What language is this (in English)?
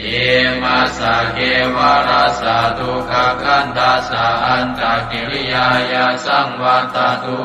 Pali